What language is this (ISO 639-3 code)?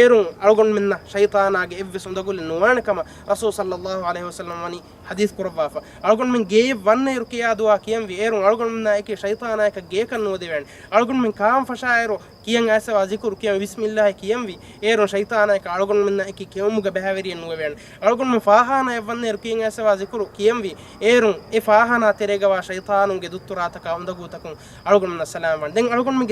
div